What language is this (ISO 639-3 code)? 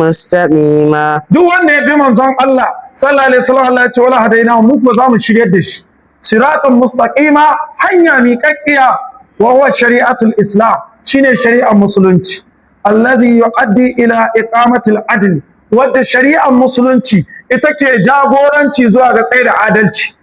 hau